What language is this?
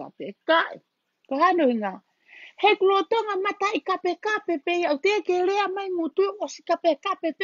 Tongan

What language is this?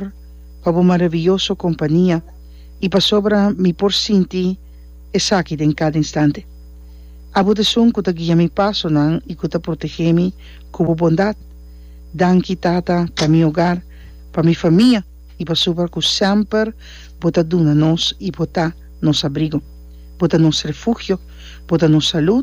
Papiamento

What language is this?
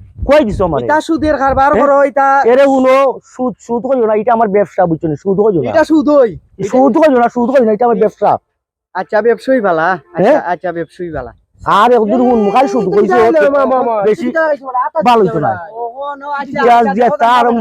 Sylheti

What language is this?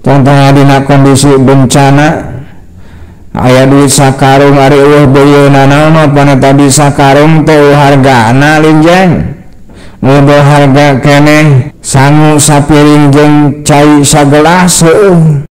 Sundanese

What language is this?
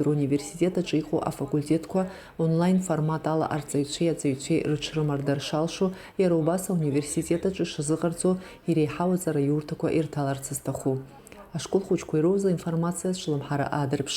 Abkhazian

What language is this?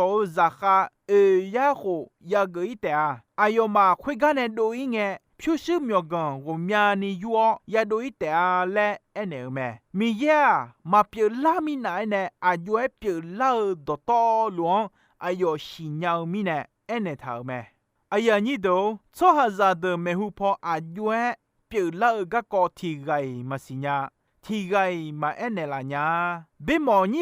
Akha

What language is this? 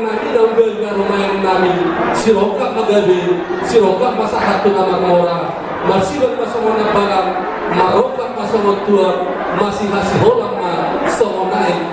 Batak Toba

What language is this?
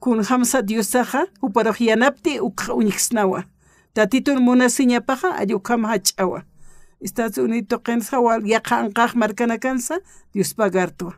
Aymara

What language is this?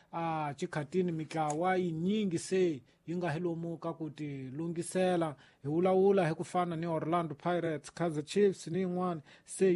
Tsonga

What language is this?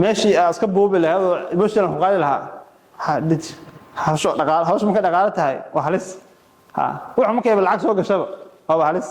Somali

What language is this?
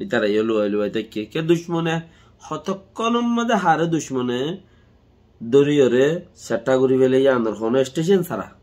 Rohingya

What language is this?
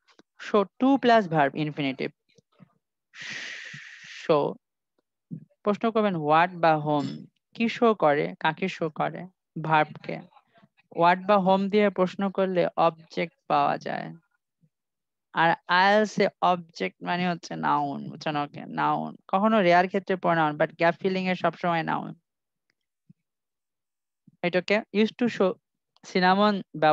Bangla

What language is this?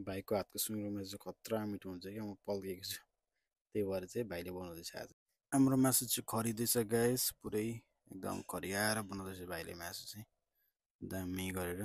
Nepali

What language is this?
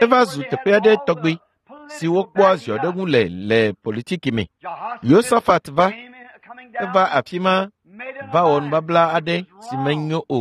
Ewe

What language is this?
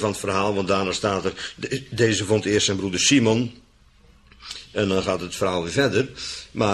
Dutch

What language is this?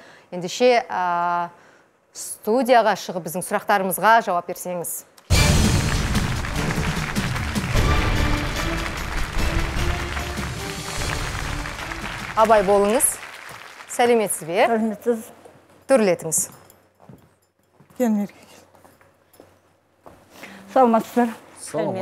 Kazakh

